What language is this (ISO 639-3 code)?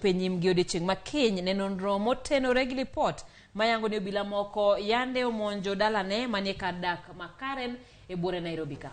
luo